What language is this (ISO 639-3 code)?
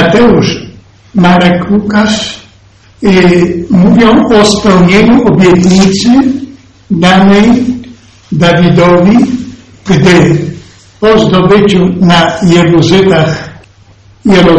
pol